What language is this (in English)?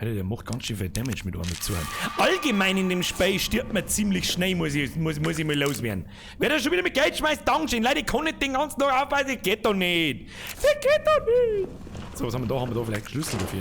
Bavarian